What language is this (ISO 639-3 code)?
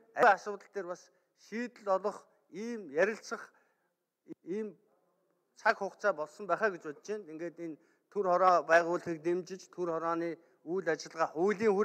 mon